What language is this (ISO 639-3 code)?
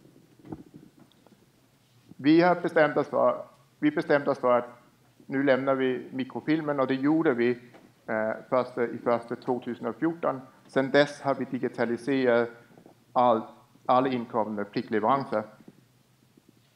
swe